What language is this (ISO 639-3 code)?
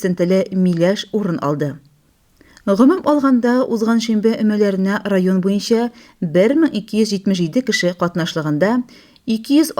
tat